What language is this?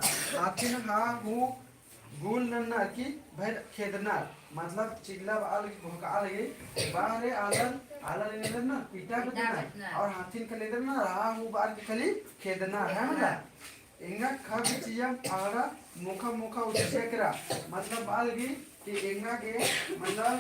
Kurukh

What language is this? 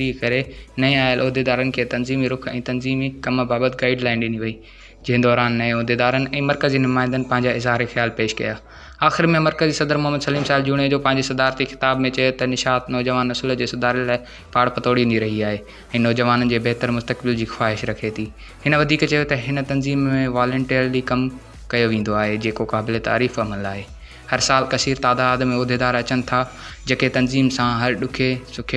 Sindhi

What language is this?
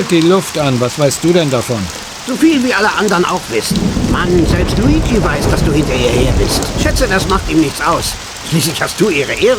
Bavarian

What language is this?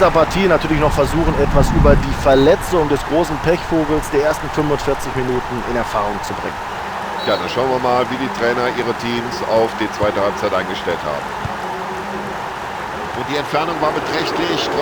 Bavarian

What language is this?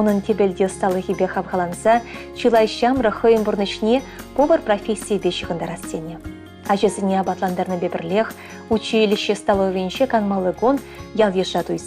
Chuvash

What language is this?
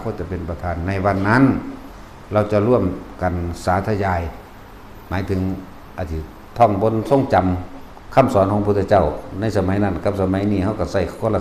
Northeastern Thai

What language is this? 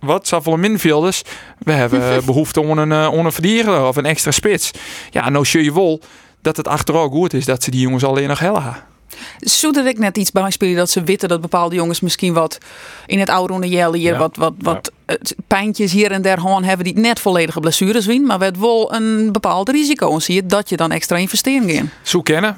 Western Frisian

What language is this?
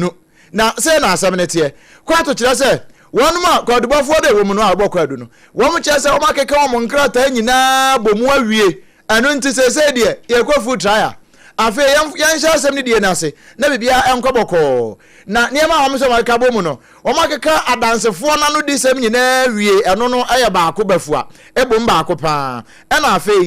Akan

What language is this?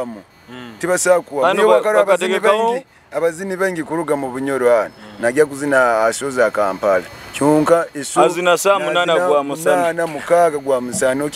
Nyoro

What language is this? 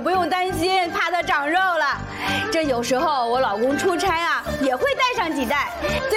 Chinese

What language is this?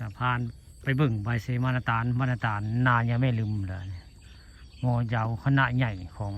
Northeastern Thai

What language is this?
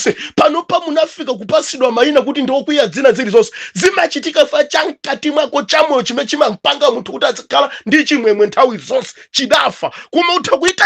Nyanja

